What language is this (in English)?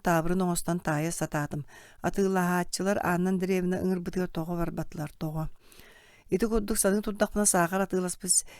Yakut